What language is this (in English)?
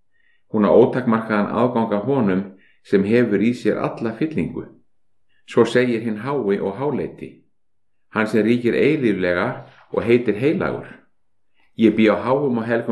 Icelandic